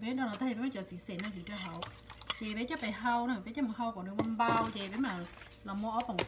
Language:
Hmong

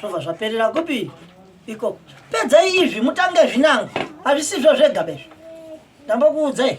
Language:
Shona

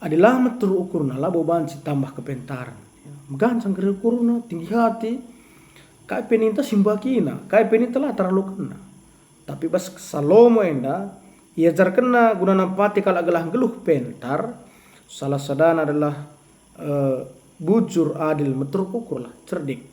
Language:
Batak Karo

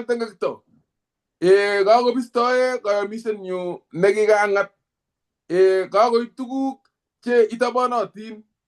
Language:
Kalenjin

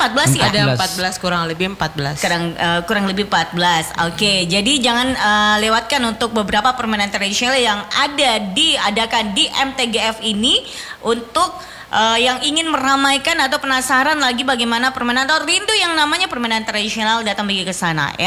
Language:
Indonesian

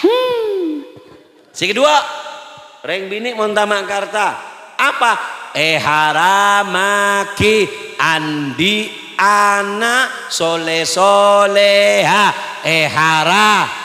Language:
Madurese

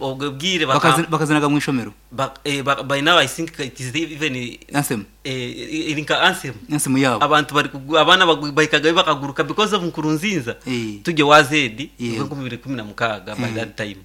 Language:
Nyankole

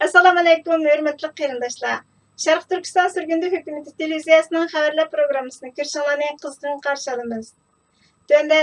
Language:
Uyghur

